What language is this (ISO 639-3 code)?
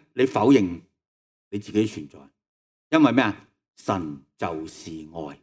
yue